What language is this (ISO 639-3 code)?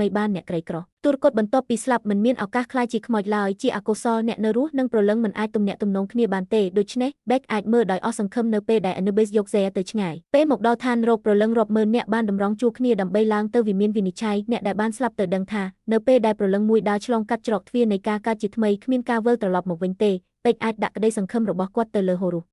khm